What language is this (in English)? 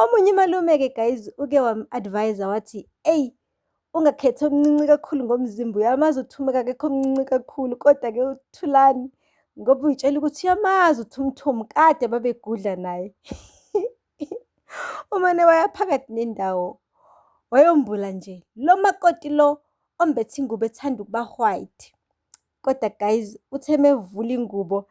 Zulu